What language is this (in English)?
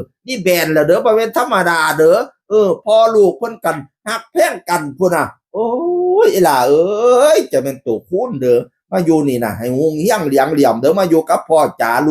Northeastern Thai